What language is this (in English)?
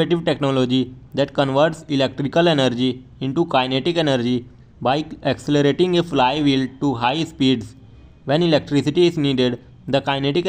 English